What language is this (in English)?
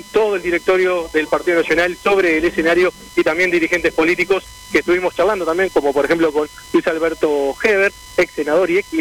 Spanish